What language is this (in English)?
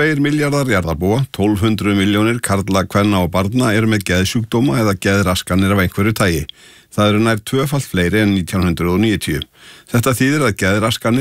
Icelandic